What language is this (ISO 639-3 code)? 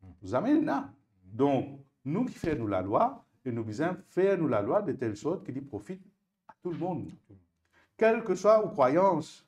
mfe